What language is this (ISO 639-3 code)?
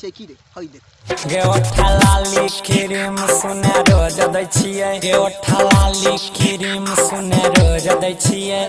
mai